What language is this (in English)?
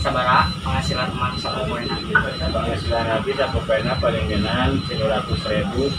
Sundanese